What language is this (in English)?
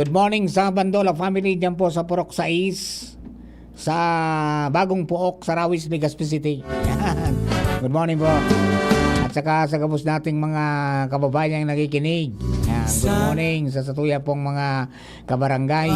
Bikol